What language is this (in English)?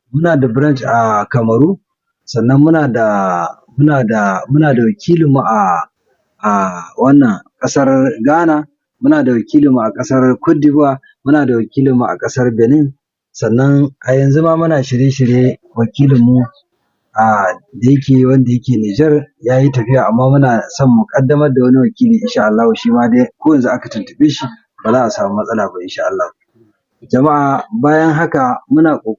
Hausa